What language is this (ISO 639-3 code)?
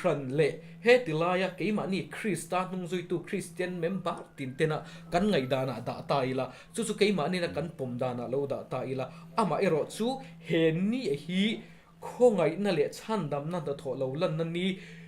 lus